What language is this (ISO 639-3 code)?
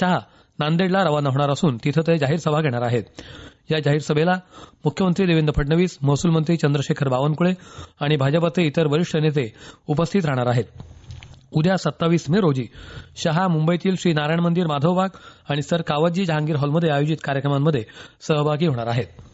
mar